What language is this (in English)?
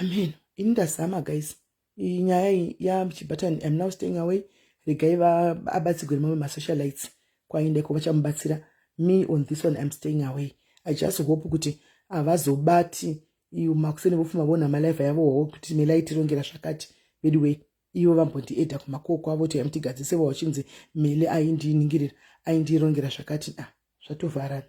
Shona